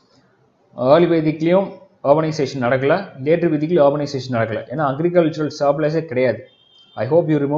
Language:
Tamil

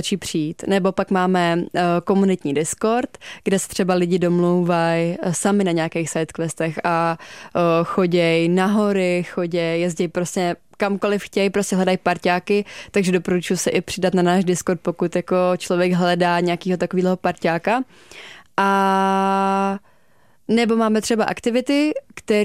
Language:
Czech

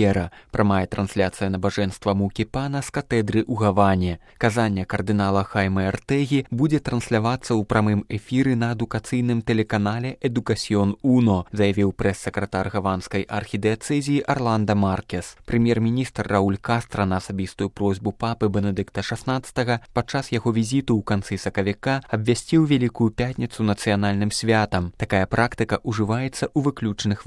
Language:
Belarusian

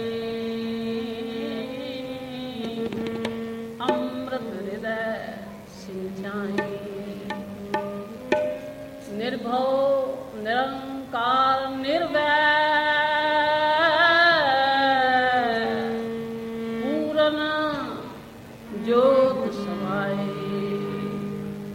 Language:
Punjabi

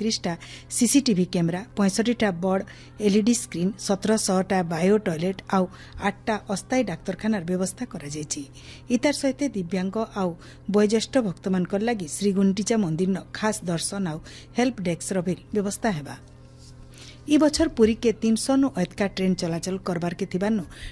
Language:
Odia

